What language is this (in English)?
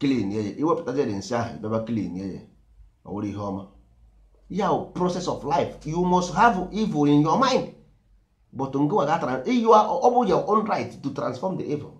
Igbo